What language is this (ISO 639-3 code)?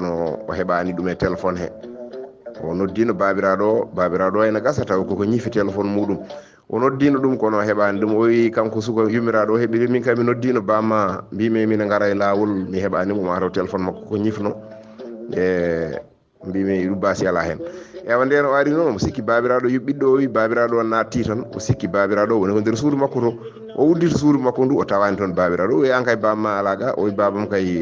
ful